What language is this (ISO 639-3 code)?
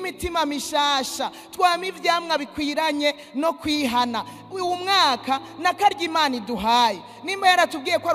run